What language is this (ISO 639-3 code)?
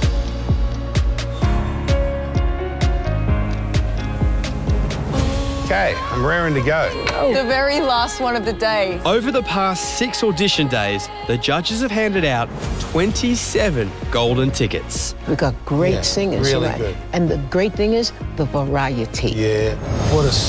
eng